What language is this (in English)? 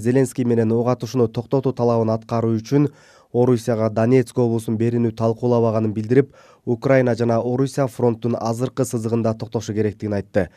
Kyrgyz